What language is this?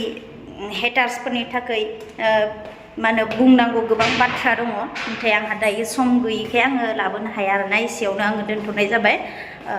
Bodo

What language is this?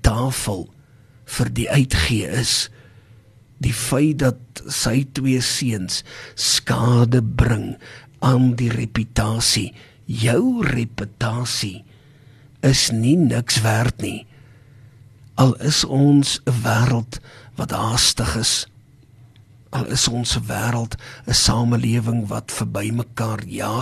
Afrikaans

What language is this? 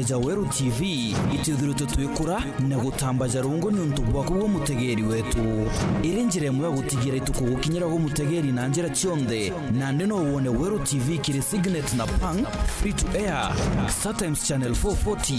Meru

